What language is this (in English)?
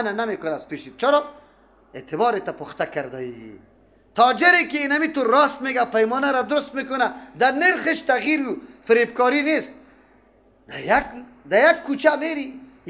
Persian